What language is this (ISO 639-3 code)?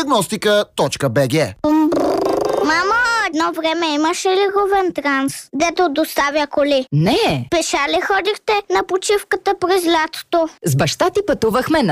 bul